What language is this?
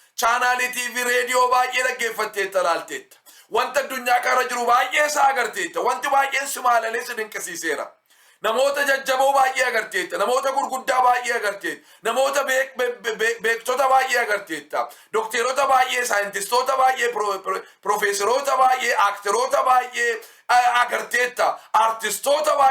Oromo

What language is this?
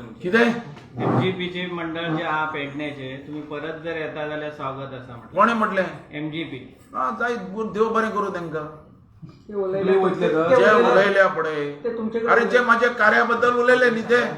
Konkani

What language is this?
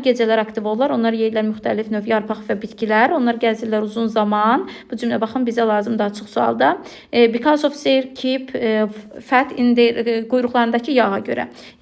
Azerbaijani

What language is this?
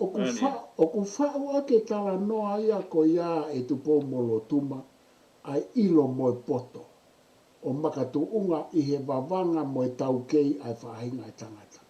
Tongan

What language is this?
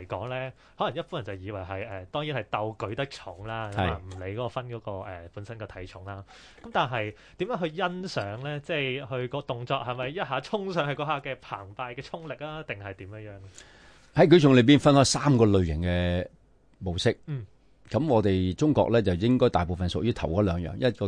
Cantonese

